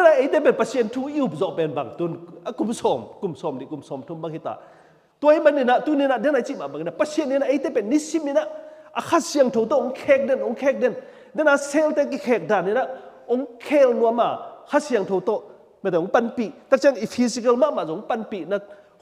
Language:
Tedim Chin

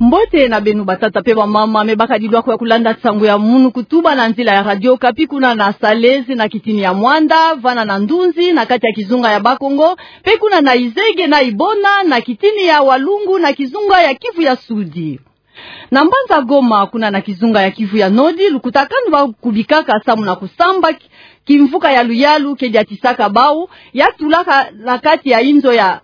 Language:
Kituba (Democratic Republic of Congo)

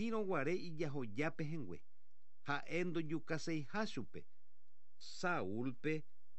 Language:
Guarani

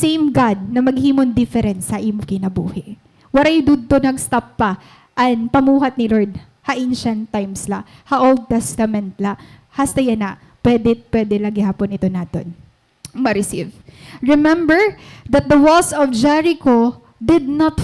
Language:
Waray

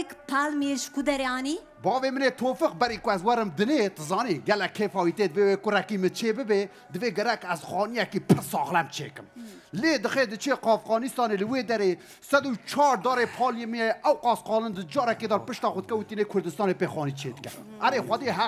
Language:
Kurdish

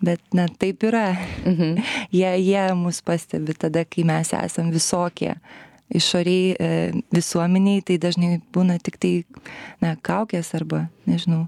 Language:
Lithuanian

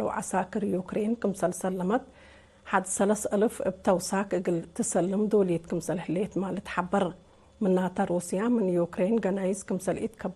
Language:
Tigre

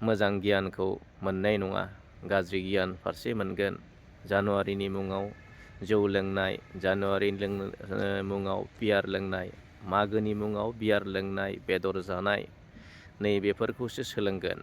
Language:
Bodo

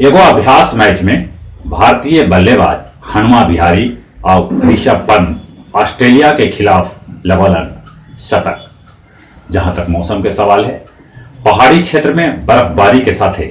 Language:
Magahi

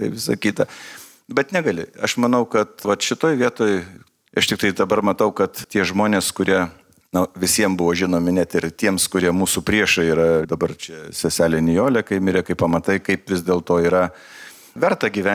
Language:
Lithuanian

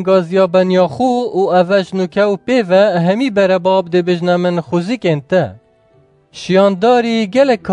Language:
Kurdish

